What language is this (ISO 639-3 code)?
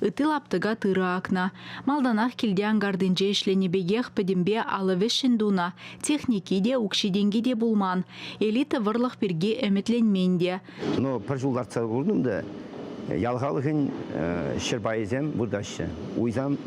chv